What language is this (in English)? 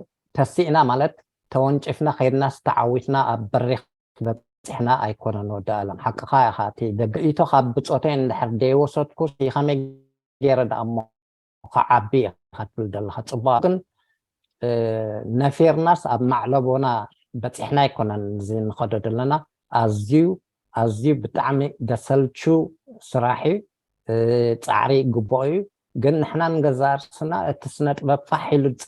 Tigrinya